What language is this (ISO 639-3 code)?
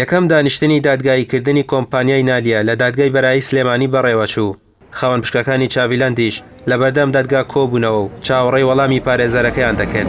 ckb